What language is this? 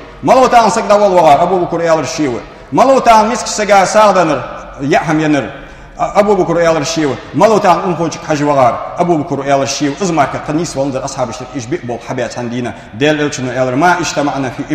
Ingush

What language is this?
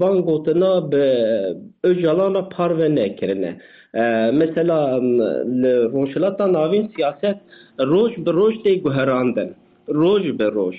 Kurdish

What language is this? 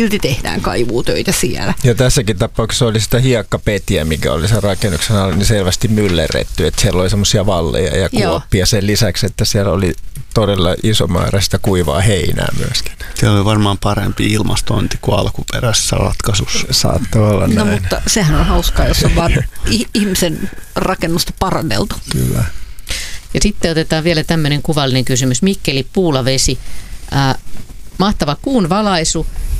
Finnish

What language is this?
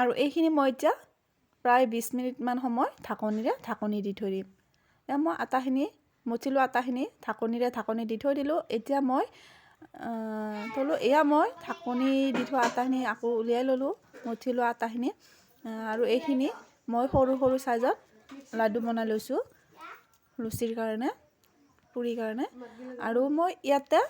Assamese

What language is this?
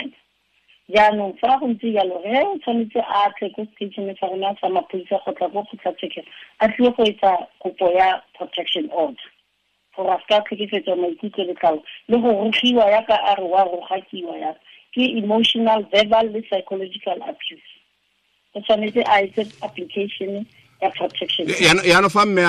Tswana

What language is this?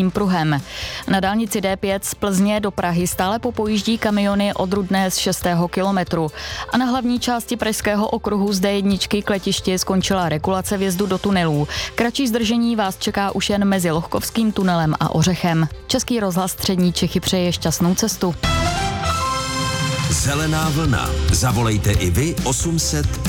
Czech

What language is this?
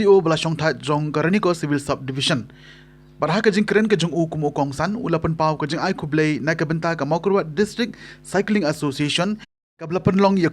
Khasi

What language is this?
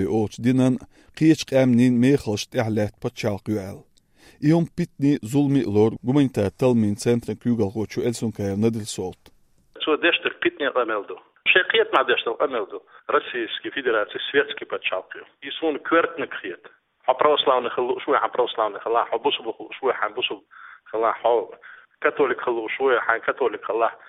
Chechen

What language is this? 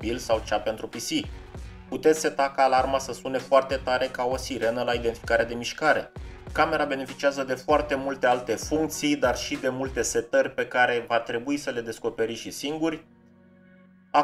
Romanian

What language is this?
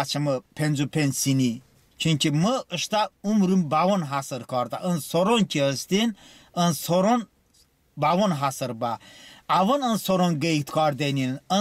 Talysh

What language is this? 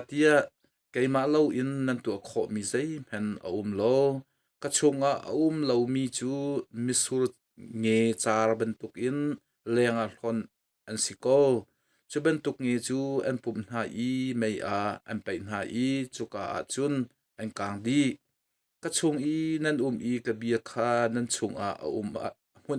Hakha Chin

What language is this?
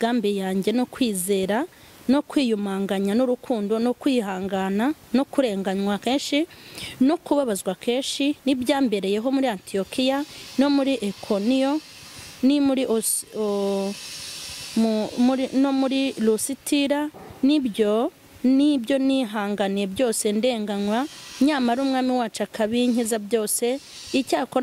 Kinyarwanda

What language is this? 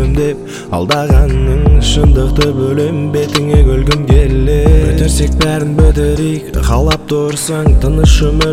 Kazakh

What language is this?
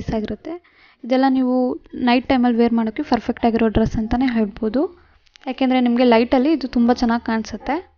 Kannada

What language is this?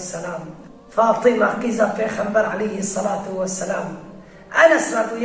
Kurdish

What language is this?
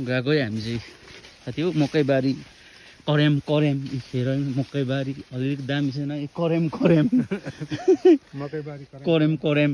Nepali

